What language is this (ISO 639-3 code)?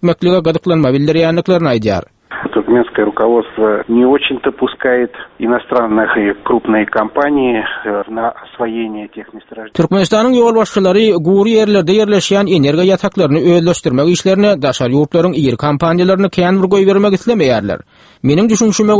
tuk